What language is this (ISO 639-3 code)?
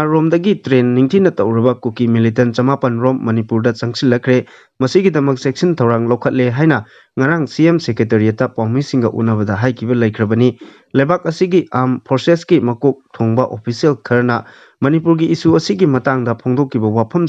mni